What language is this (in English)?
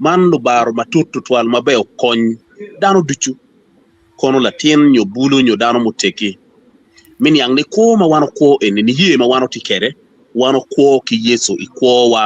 Acoli